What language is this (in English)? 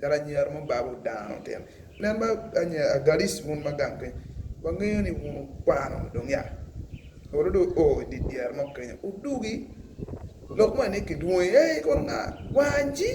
Acoli